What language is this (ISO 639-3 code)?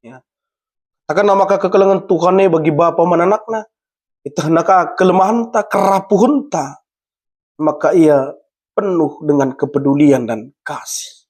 btx